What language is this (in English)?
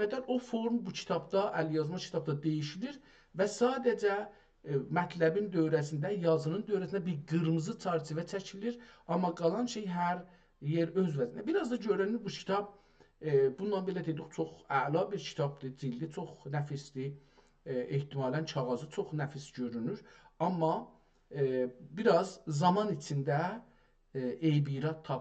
South Azerbaijani